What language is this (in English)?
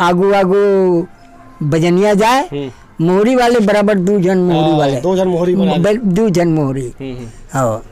Chhattisgarhi